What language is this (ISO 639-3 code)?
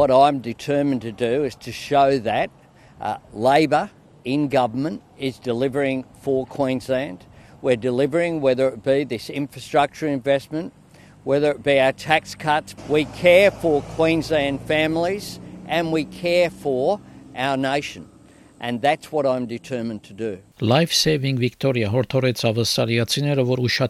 hye